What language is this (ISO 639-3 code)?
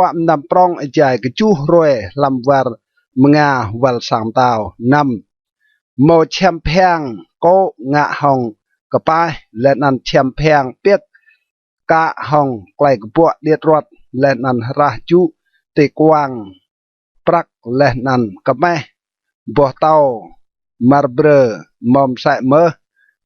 rad